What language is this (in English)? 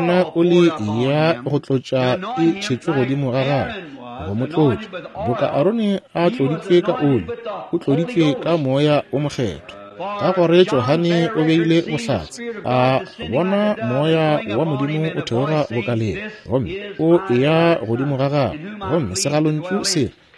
Northern Sotho